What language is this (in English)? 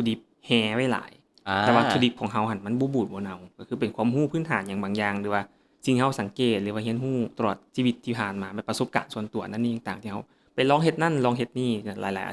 Lao